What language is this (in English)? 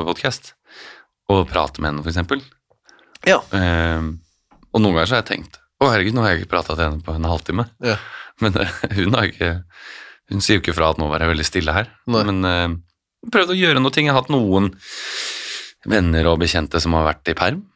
Norwegian